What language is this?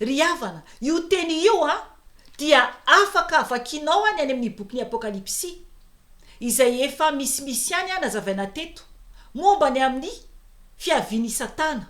Malagasy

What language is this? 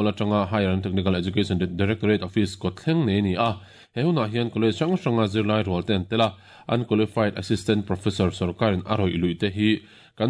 Mizo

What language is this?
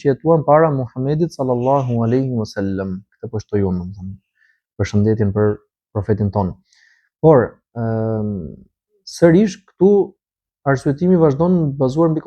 Albanian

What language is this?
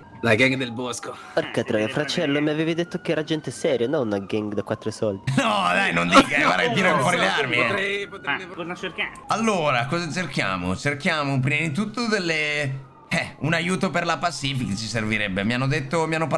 Italian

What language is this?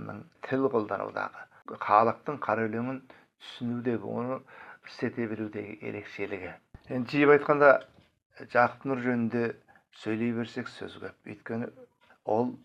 Kazakh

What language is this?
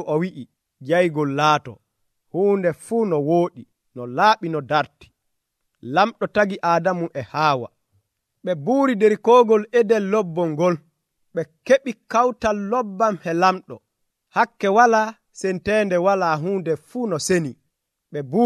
Nigerian Fulfulde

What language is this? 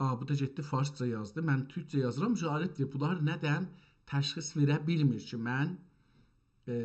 South Azerbaijani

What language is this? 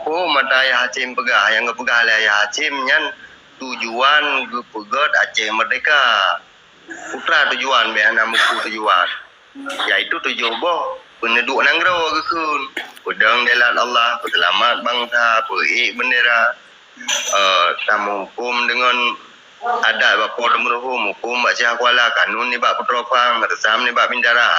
Achinese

